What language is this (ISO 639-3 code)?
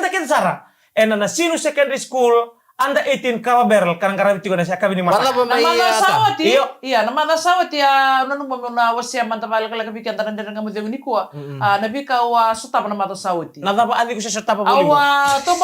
fij